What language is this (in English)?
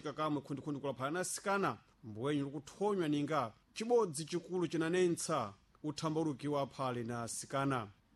Sena